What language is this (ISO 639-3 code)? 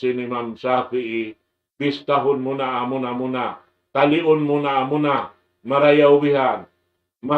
tsg